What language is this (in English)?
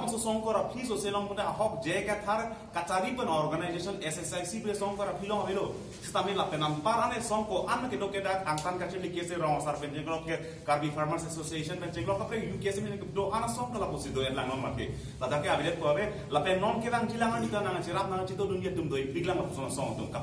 Karbi